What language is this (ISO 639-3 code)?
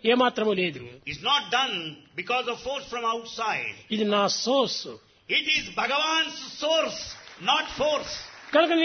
tel